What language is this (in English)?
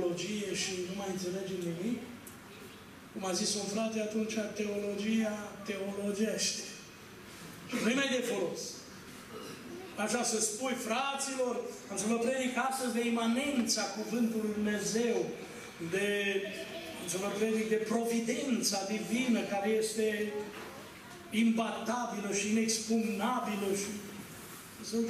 Romanian